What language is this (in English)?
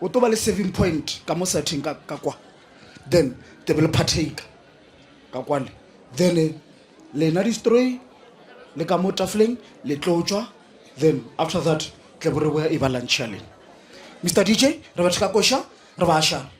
Northern Sotho